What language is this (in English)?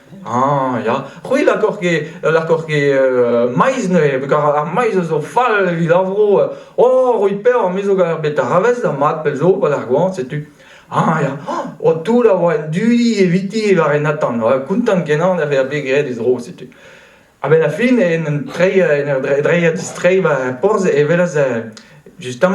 Breton